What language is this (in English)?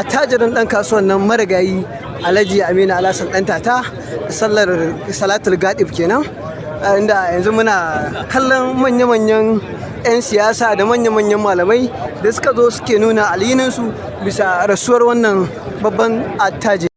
Hausa